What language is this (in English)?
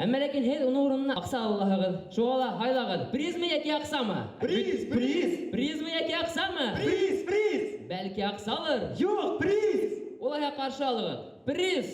Bashkir